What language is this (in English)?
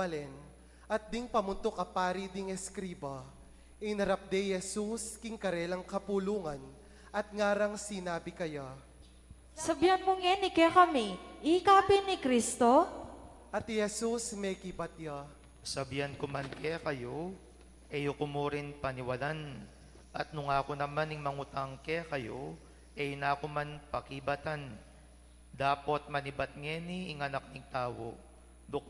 Pampanga